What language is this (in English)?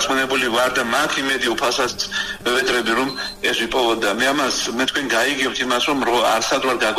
Georgian